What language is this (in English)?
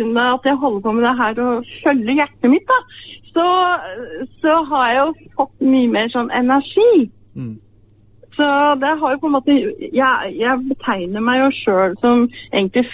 Norwegian